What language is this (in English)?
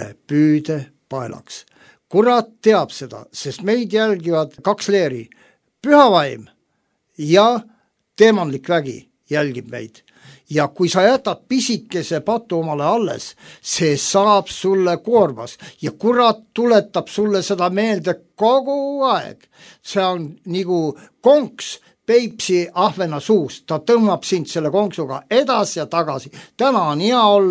Estonian